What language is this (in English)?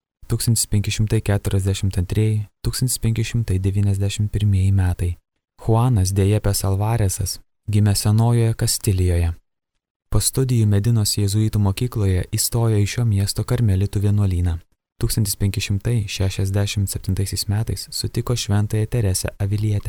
Lithuanian